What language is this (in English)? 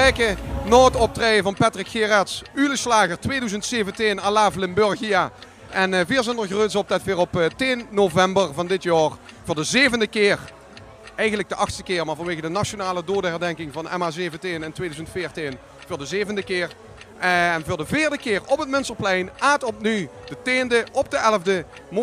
Limburgish